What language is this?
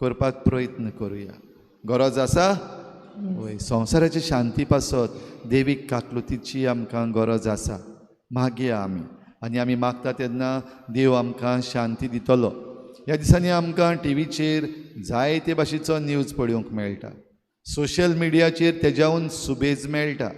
Konkani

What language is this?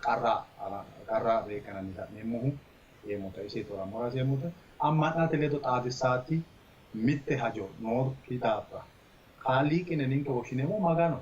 Sidamo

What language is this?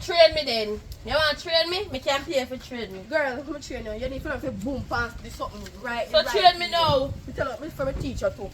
Jamaican Creole English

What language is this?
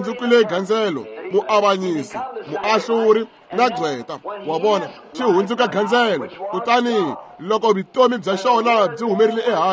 Tsonga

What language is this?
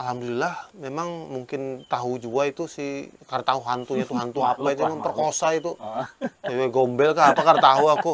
Banjar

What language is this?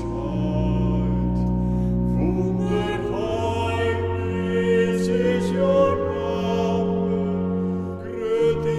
Western Frisian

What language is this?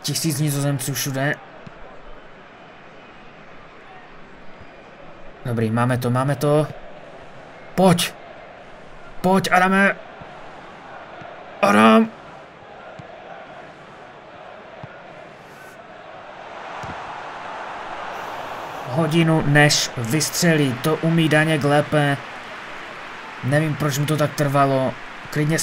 Czech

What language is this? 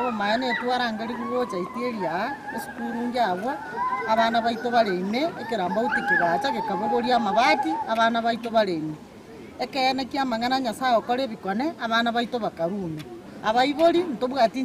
Gusii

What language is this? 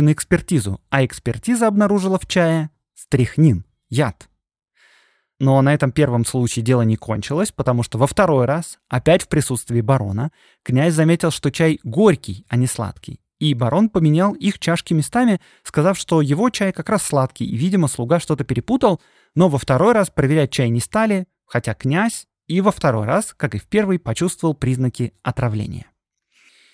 Russian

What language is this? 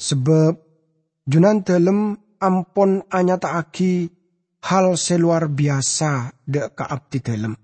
Madurese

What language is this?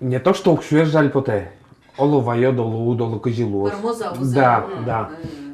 Udmurt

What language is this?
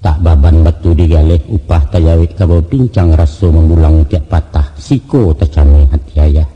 Minangkabau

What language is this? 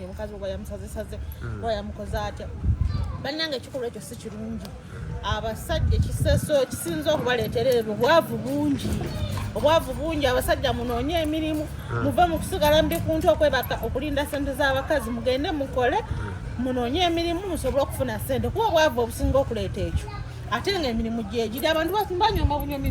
Ganda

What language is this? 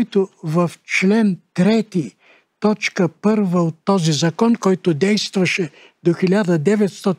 Bulgarian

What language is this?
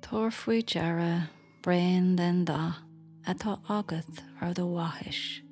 Irish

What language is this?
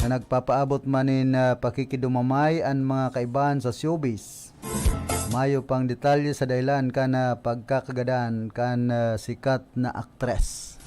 Bikol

